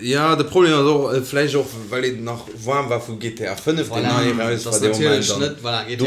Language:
Luxembourgish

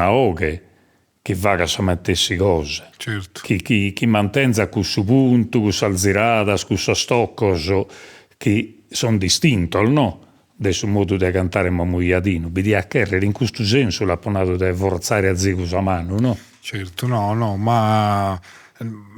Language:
Sardinian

